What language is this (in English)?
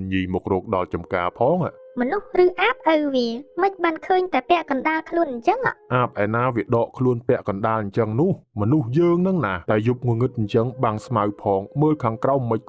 Khmer